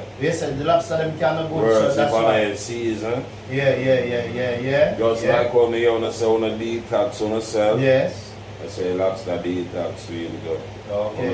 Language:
Jamaican Creole English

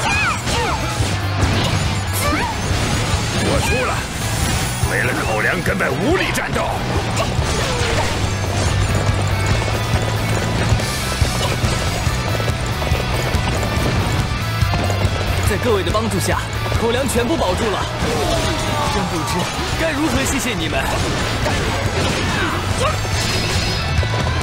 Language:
Chinese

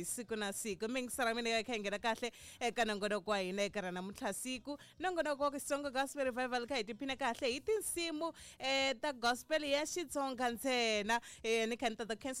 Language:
Tsonga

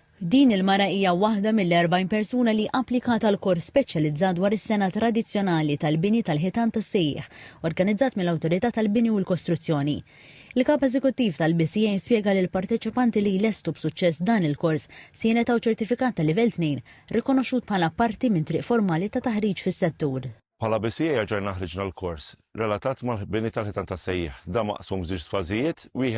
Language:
Maltese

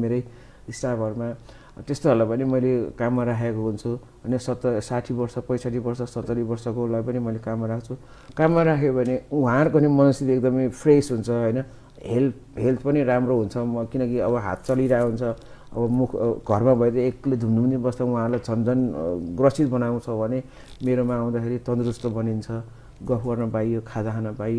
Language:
Nepali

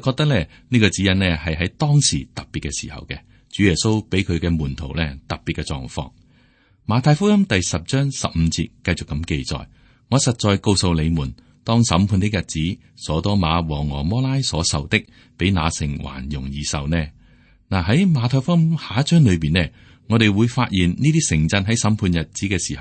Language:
Cantonese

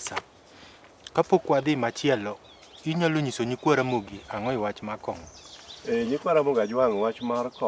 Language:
Luo (Kenya and Tanzania)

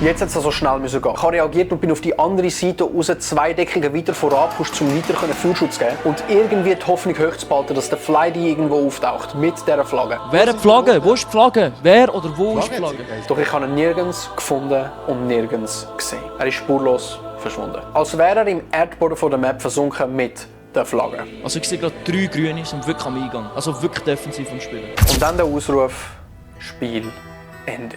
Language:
Swiss German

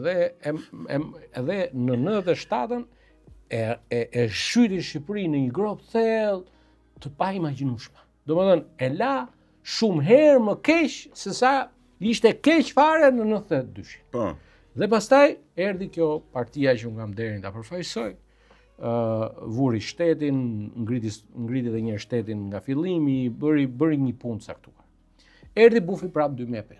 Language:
Albanian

